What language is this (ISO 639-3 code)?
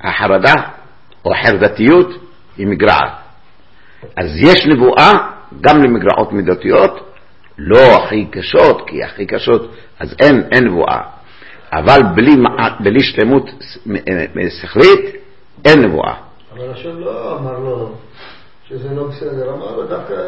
heb